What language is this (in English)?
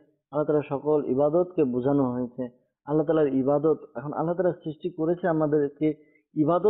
Bangla